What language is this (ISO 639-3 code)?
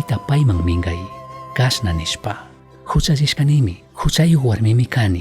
qug